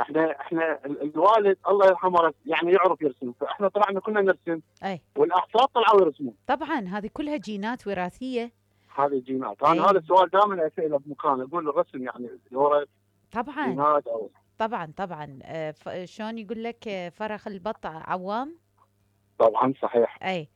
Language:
Mesopotamian Arabic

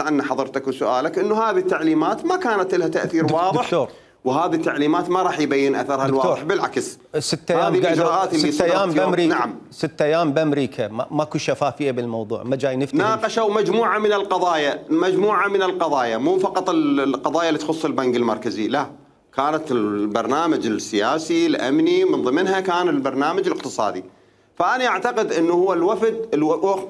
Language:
Mesopotamian Arabic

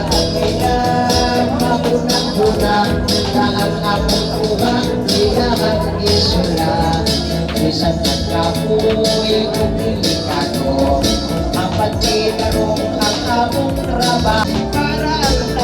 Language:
Cebuano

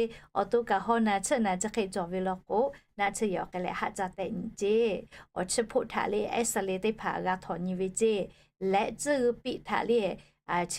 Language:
Lahu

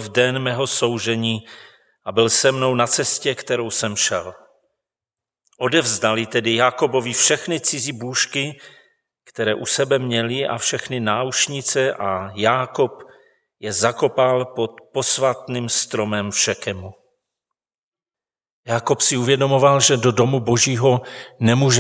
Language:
Czech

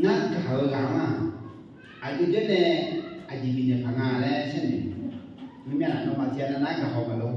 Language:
Akha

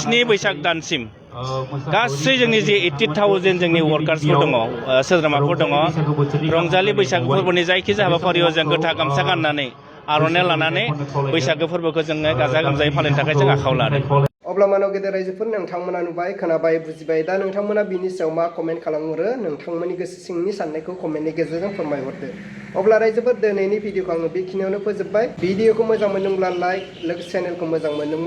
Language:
Bodo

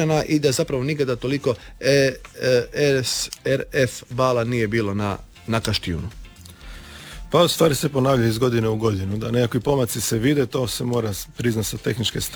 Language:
Croatian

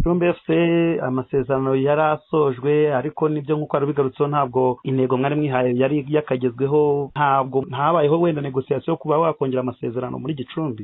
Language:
Kinyarwanda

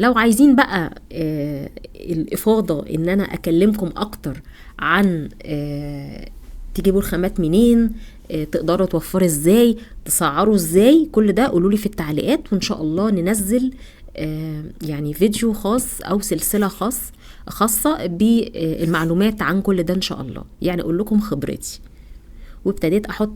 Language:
Egyptian Arabic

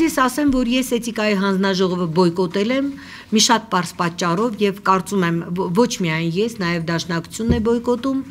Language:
Armenian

